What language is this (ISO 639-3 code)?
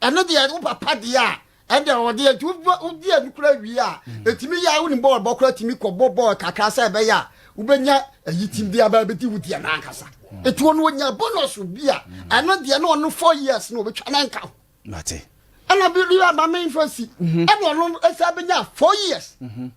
aka